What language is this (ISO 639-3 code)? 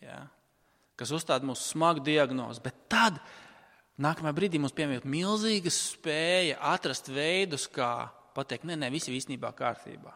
lav